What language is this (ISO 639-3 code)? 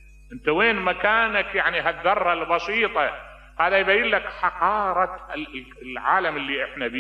acm